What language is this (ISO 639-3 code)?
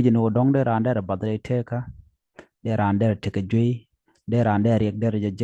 nus